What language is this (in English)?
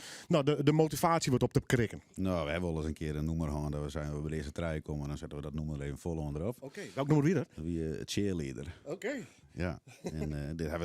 Western Frisian